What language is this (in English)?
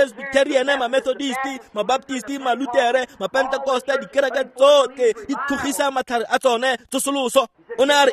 Tswana